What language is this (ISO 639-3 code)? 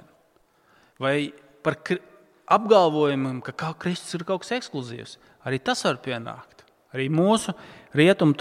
lav